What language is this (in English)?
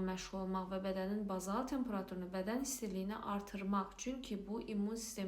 Azerbaijani